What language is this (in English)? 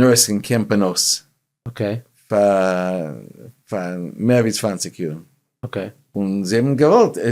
Yiddish